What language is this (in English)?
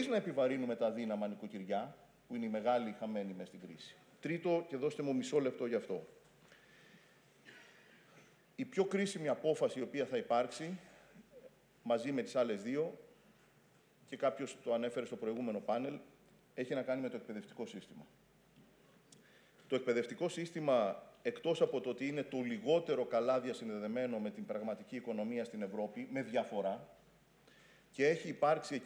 Greek